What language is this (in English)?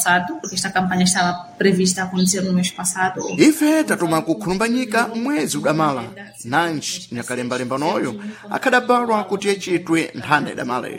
Sena